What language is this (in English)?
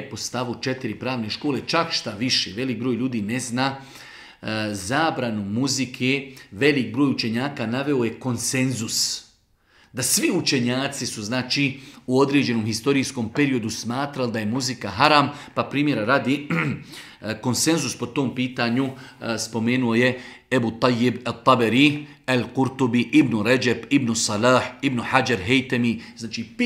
Bosnian